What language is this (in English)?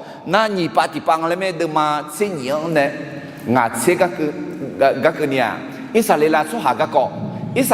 Akha